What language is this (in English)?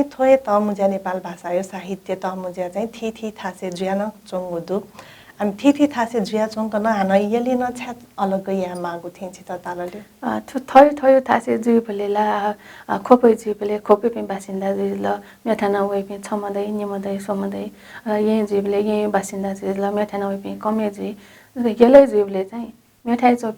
Newari